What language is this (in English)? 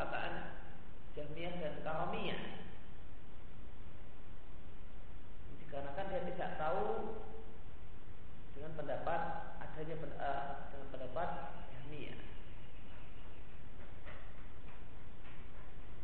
Indonesian